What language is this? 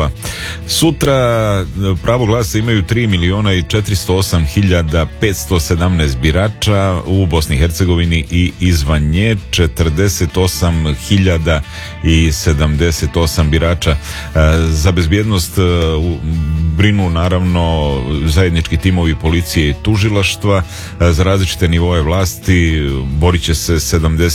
Serbian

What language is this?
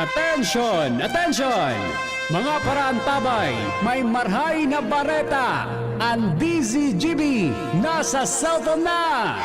Bikol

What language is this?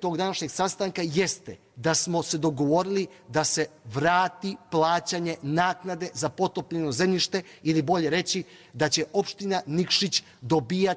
Croatian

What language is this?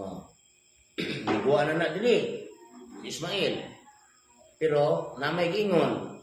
Cebuano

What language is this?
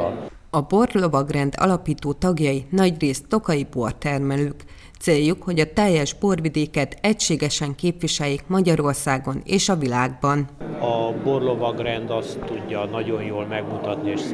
Hungarian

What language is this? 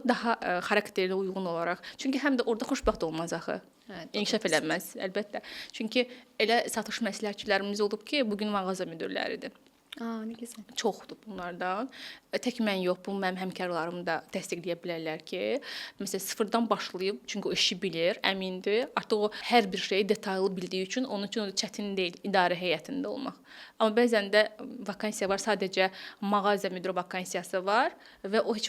Azerbaijani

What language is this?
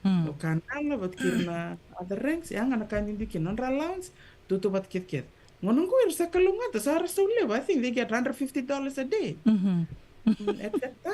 Fijian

